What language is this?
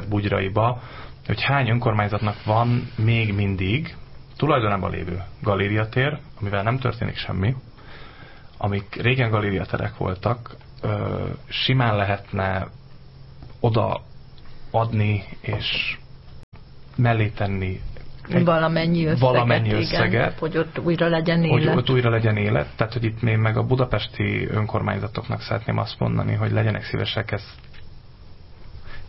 Hungarian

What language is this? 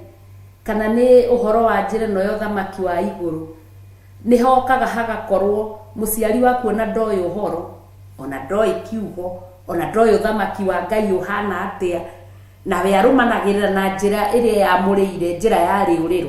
Kikuyu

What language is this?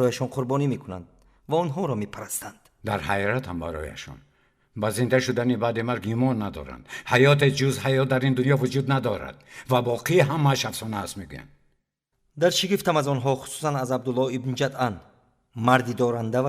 Tajik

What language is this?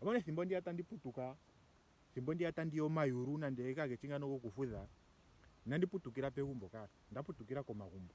Ndonga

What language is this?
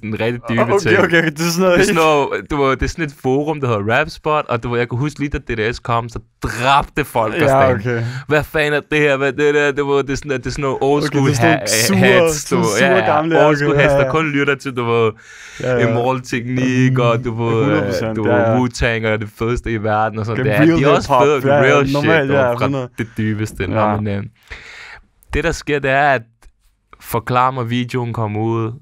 Danish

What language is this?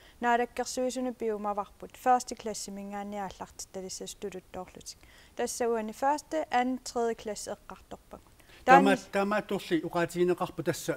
Kalaallisut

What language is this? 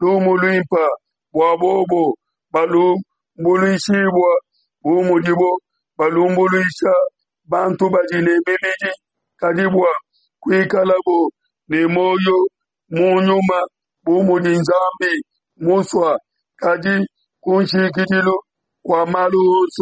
Luba-Lulua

